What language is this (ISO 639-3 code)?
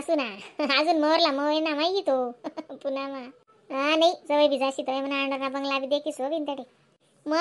khn